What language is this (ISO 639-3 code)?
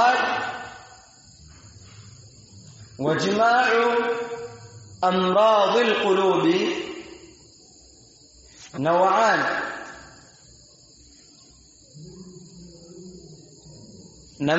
swa